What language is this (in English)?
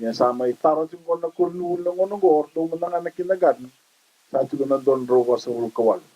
Fijian